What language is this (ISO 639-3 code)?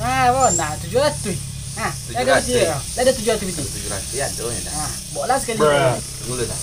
min